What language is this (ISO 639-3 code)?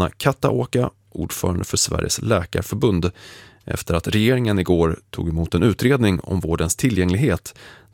swe